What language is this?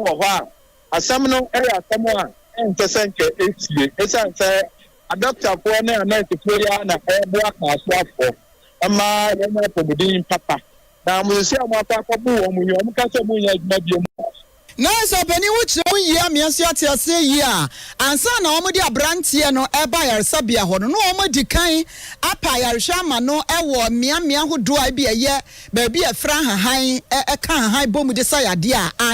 Akan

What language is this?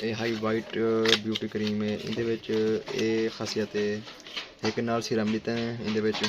Saraiki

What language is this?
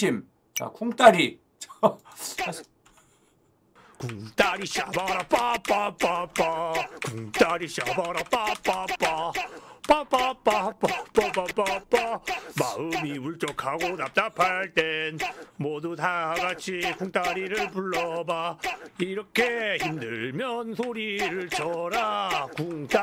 Korean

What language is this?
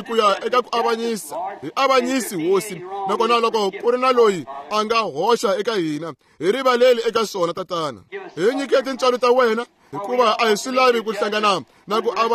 Tsonga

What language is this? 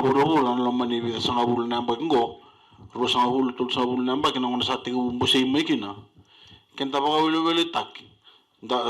Fijian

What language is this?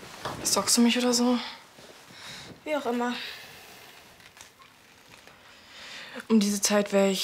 German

